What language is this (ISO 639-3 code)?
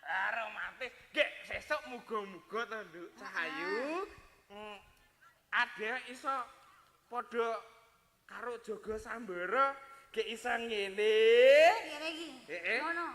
jav